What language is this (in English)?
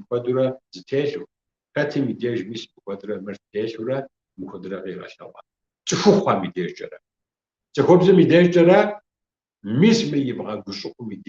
Kabardian